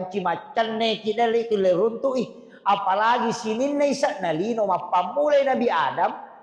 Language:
Buginese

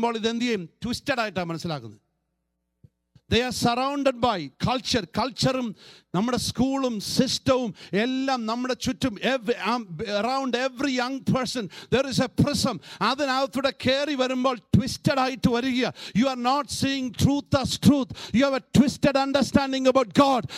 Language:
Malayalam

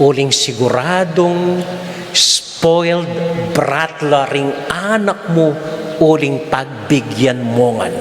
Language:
Pampanga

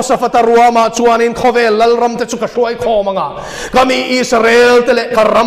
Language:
Mizo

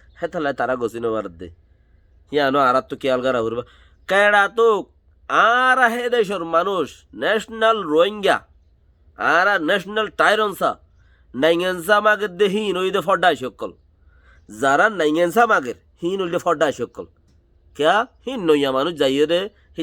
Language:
Rohingya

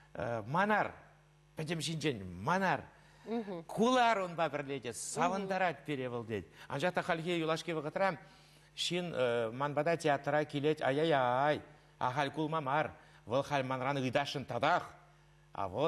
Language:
Chuvash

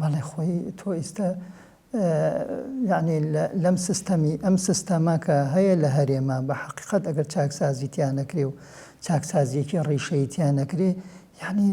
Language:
Central Kurdish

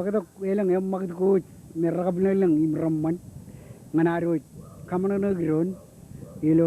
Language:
Marshallese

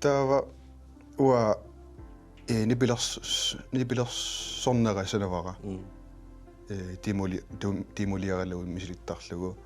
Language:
Kalaallisut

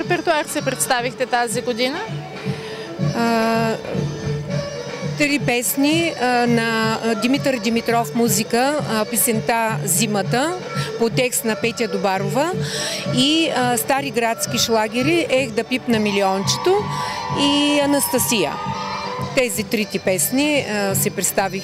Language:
Bulgarian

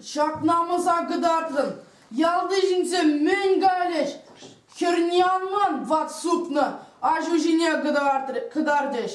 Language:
Chuvash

